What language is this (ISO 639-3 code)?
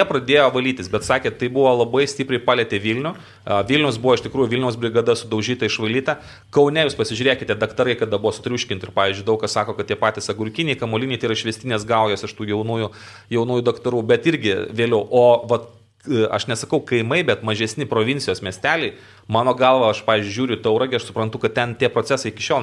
lit